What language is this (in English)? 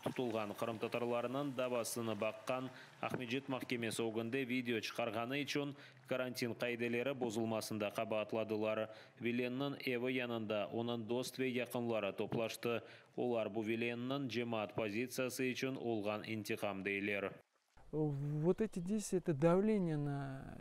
Crimean Tatar